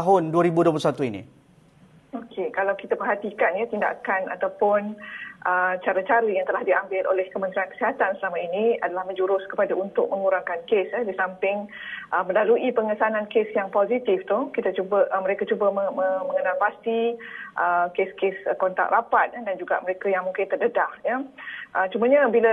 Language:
Malay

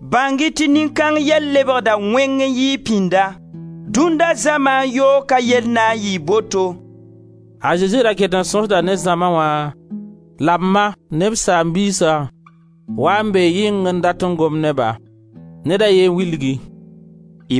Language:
Mossi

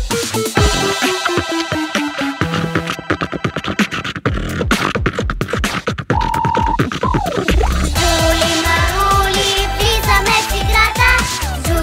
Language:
Bulgarian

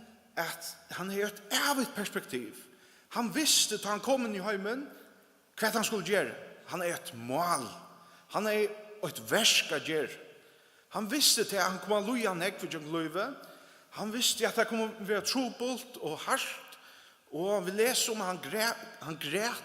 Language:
Faroese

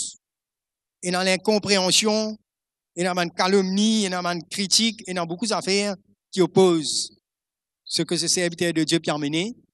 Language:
Morisyen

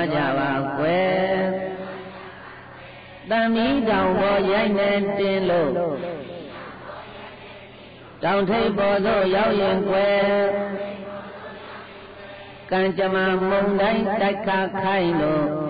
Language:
Burmese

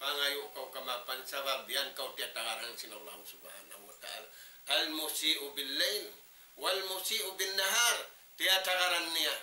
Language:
Tausug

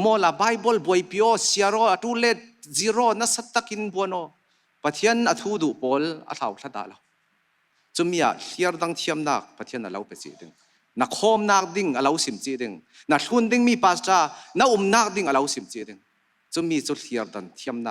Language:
Falam Chin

